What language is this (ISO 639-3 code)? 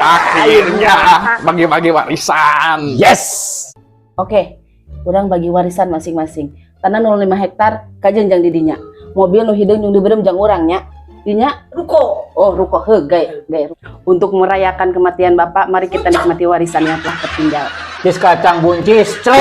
sun